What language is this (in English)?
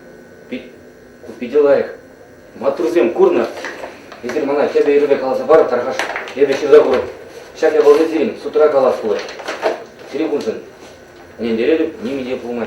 Chuvash